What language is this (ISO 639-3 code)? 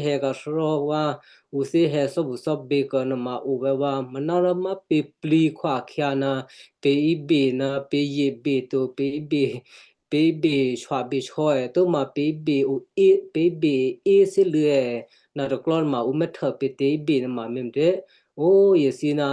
kyu